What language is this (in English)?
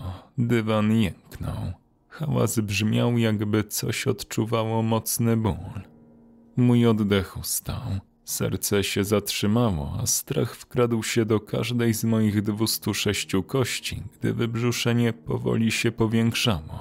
Polish